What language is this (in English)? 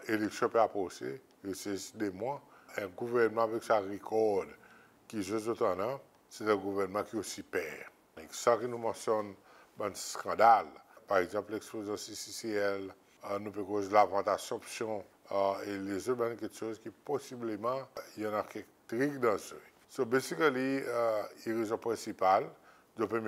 Seselwa Creole French